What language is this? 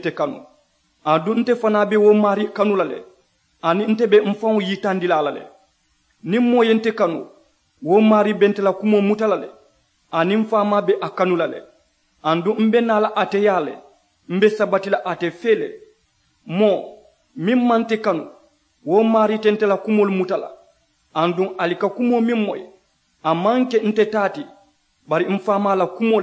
Mandingo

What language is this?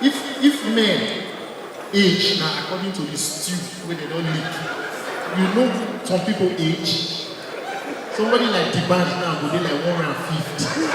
Nigerian Pidgin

